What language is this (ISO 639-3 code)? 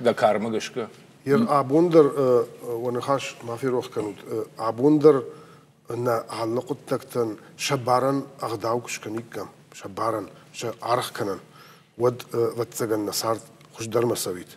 oss